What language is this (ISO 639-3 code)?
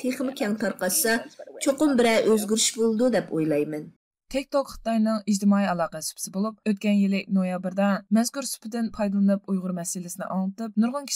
uig